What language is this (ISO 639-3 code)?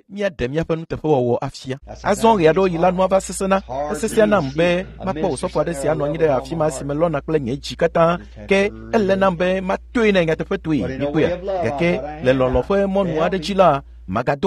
ewe